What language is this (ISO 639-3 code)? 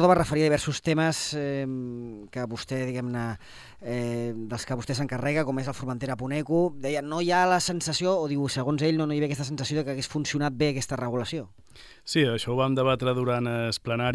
cat